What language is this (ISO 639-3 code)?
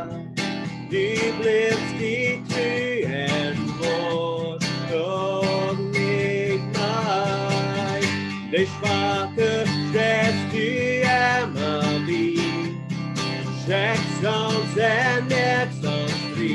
pdt